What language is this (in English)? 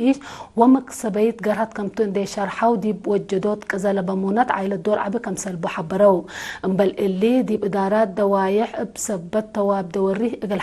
Tigre